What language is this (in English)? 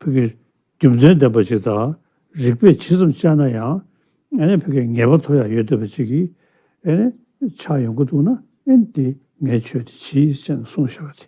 Tibetan